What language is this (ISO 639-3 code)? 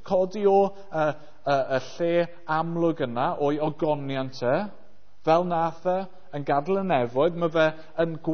cym